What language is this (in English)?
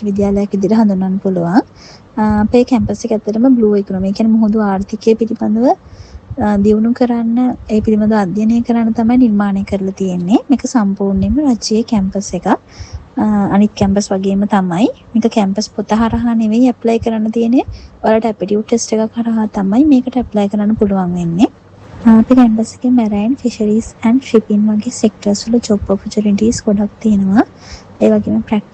Sinhala